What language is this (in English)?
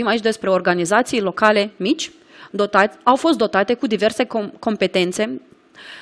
Romanian